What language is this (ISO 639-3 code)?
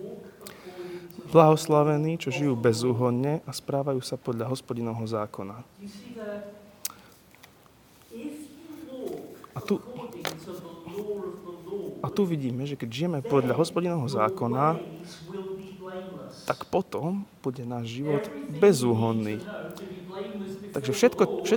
slk